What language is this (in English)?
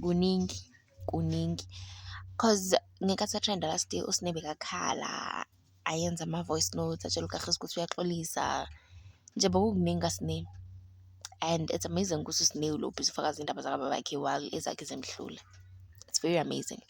Zulu